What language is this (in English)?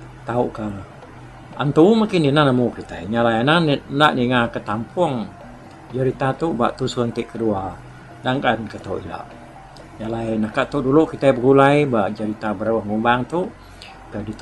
Iban